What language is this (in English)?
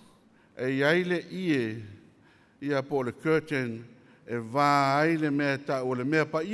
Samoan